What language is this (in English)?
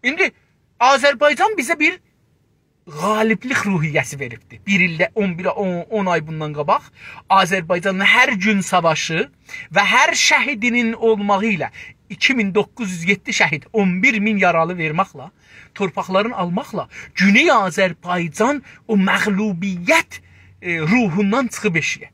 South Azerbaijani